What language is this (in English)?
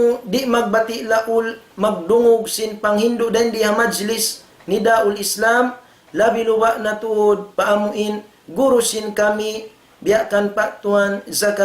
Tausug